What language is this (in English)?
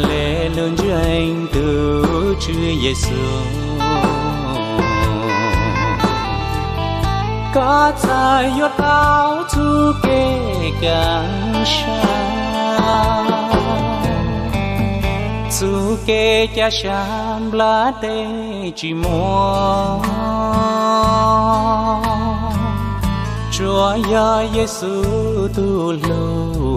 Vietnamese